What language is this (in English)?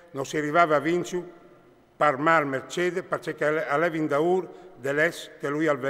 Friulian